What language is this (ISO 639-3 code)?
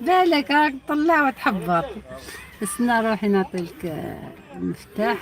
arq